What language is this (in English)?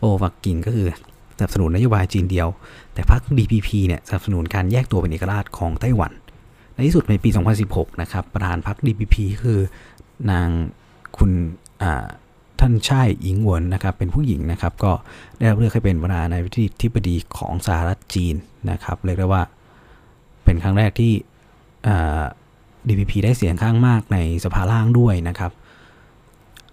Thai